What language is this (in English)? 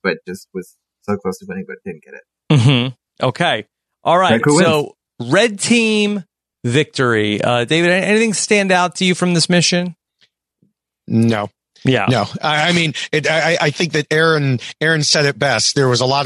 English